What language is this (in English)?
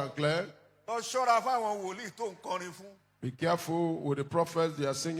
Yoruba